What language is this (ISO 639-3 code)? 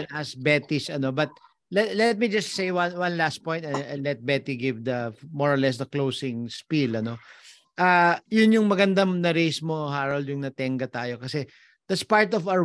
fil